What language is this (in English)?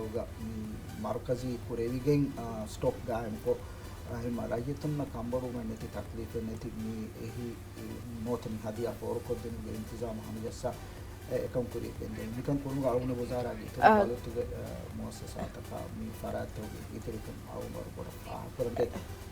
Divehi